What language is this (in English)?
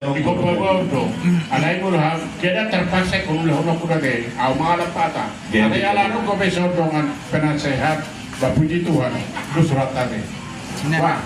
Batak Toba